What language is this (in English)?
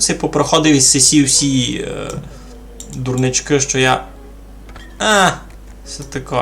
Rusyn